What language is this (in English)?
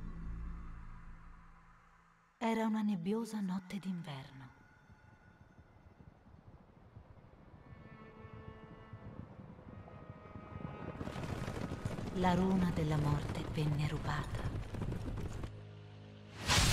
Italian